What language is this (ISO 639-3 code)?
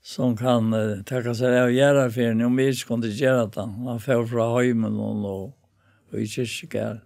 fao